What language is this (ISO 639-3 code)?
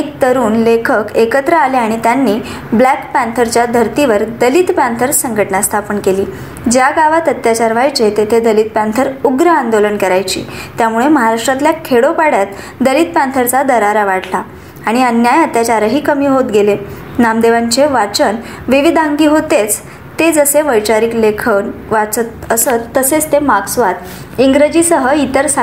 mar